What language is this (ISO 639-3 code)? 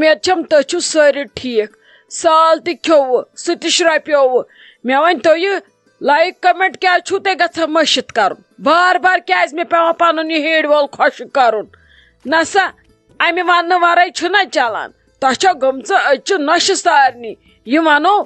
kas